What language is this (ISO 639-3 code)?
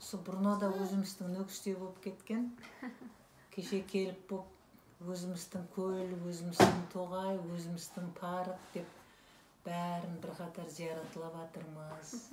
kaa